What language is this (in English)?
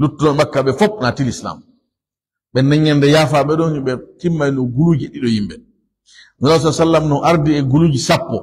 Fula